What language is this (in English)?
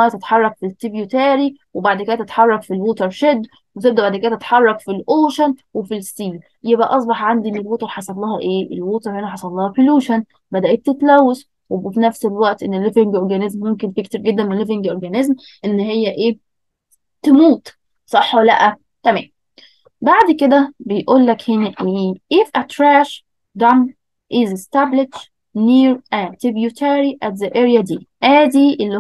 Egyptian Arabic